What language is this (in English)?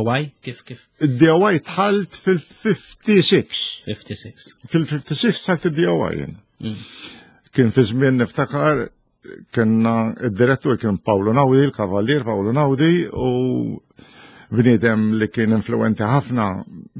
Maltese